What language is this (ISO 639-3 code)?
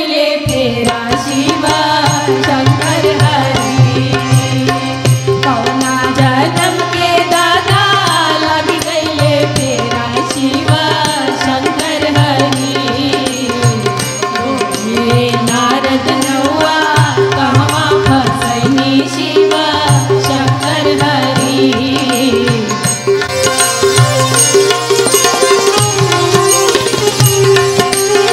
bho